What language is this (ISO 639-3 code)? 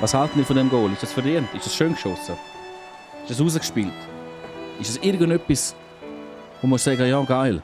gsw